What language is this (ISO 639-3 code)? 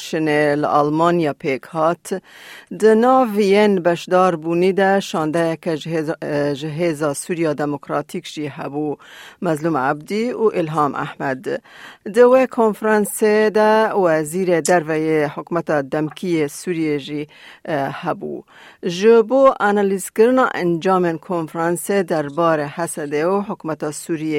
kur